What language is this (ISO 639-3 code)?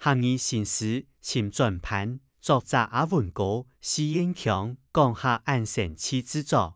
hak